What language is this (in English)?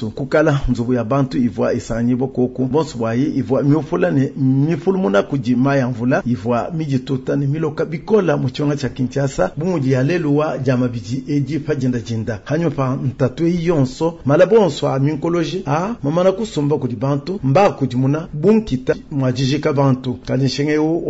Luba-Lulua